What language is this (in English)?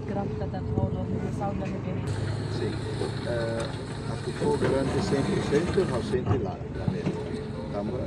Tetum